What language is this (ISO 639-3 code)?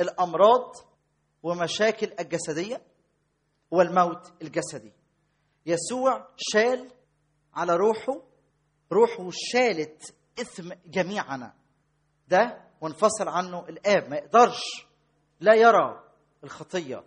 arz